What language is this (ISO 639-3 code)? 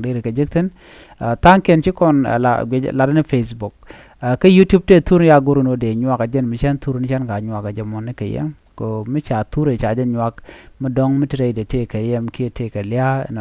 nus